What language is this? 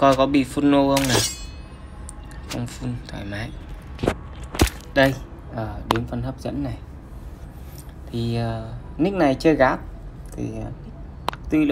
Vietnamese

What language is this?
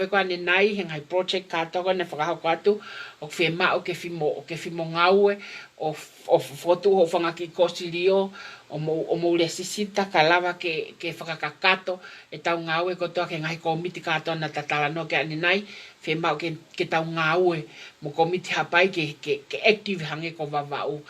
Tongan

